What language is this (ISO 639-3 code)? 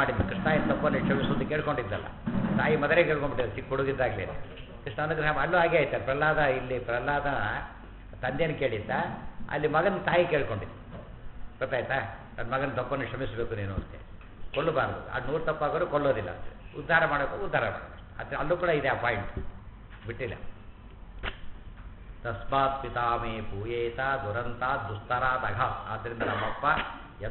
kan